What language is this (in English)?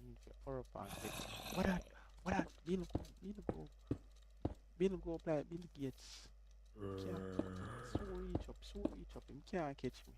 Jamaican Creole English